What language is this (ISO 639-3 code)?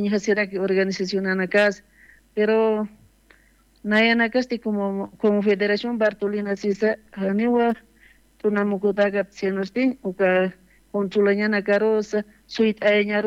aym